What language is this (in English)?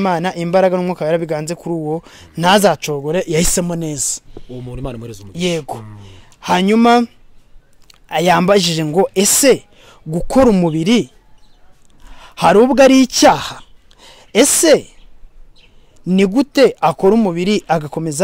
Kinyarwanda